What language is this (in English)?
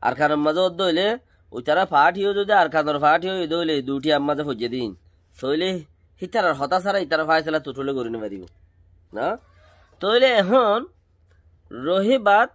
Rohingya